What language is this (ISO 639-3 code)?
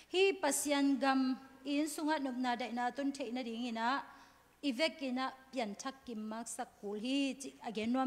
ctd